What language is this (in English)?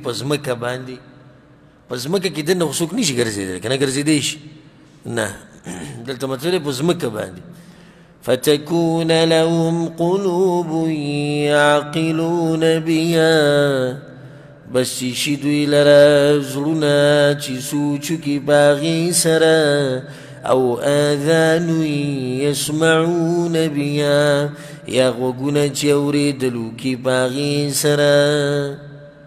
Pashto